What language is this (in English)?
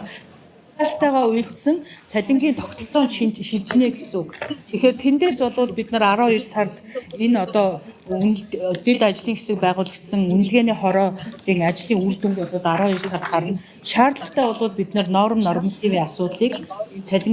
Mongolian